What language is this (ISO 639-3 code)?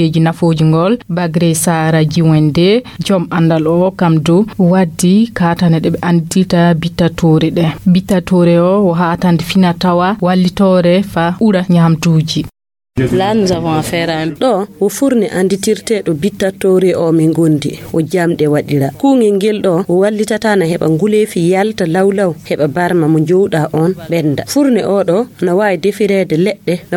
ful